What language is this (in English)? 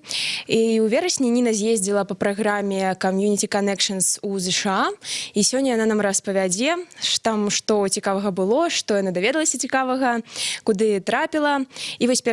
Belarusian